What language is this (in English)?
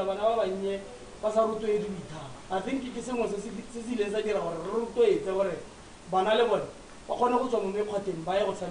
Tswana